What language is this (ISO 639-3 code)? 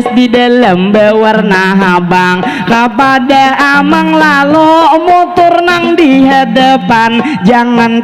bjn